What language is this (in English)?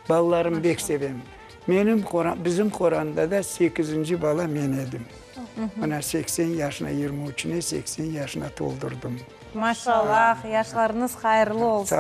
Crimean Tatar